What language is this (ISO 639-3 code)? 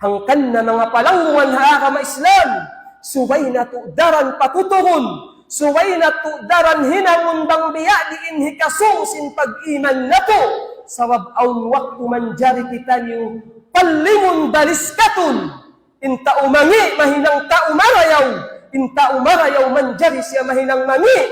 tsg